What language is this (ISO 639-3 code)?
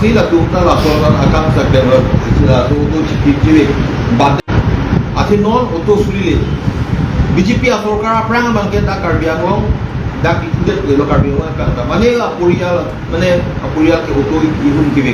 mjw